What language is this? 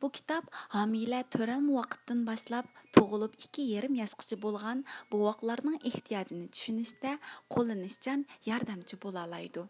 Uyghur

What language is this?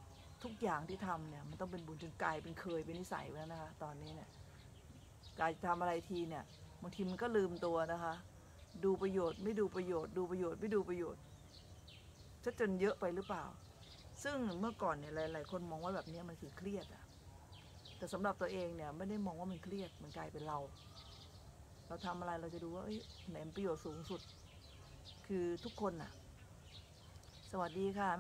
Thai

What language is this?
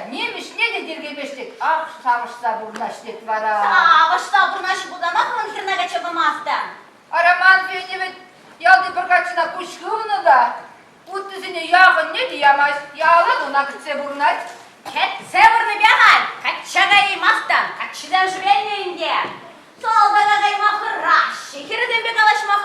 Chuvash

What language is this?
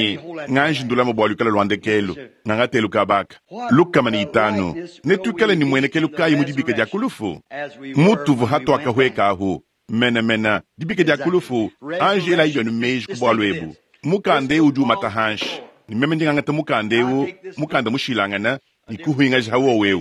Luba-Lulua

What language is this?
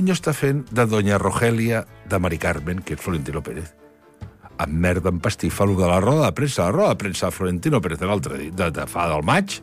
Catalan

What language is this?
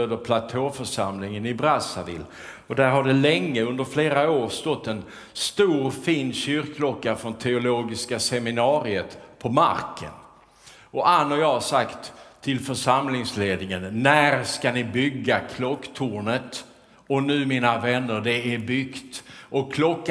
Swedish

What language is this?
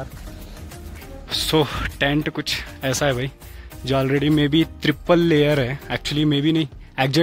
Hindi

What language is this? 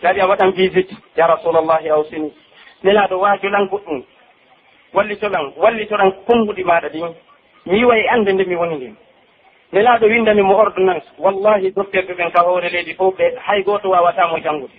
Pular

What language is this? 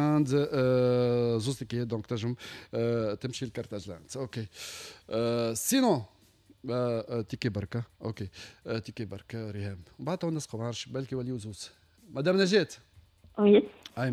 Tunisian Arabic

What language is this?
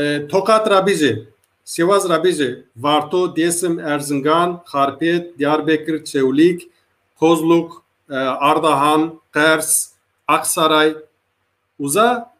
Zaza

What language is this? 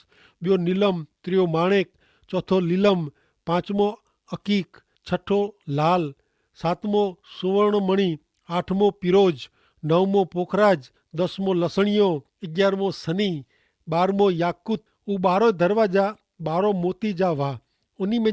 Kachhi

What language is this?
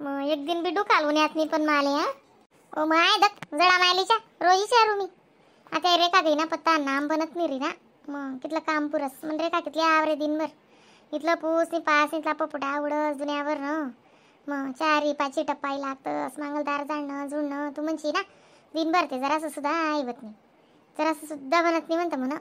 Khandesi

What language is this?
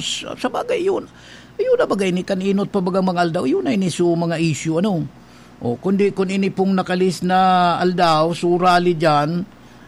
Bikol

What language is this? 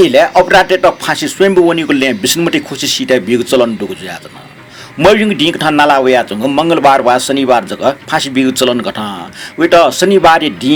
Newari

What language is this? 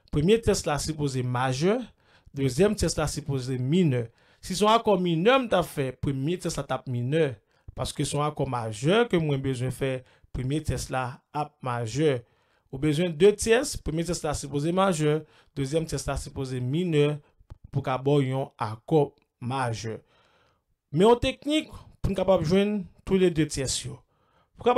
Haitian Creole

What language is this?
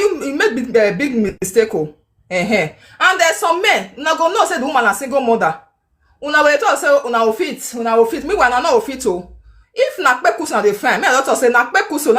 Nigerian Pidgin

